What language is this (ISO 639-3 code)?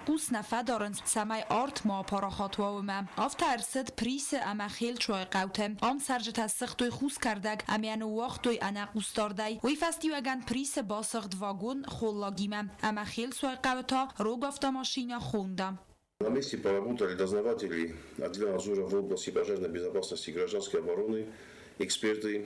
oss